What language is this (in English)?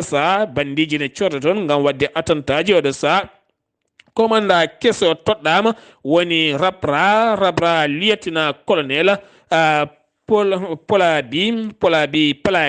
Fula